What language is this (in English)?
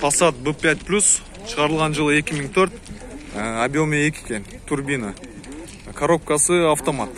Kyrgyz